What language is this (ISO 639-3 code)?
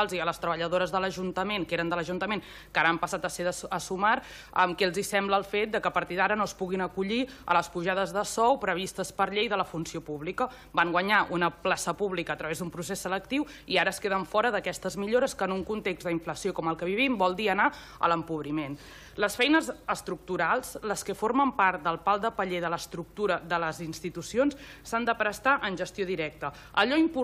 cat